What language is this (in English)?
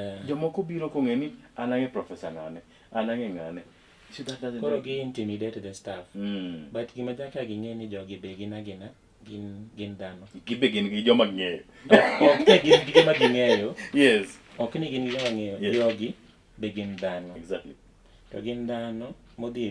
Luo (Kenya and Tanzania)